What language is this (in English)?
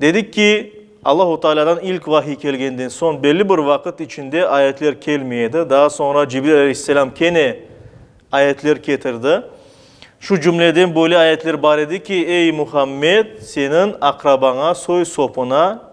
Crimean Tatar